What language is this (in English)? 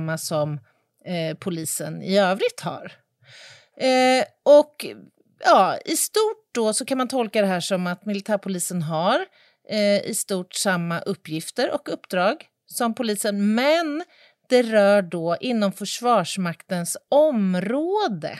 Swedish